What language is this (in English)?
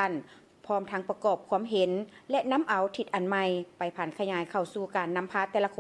Lao